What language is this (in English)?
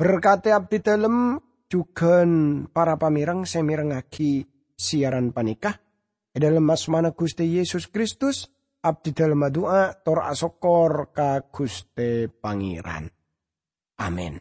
Madurese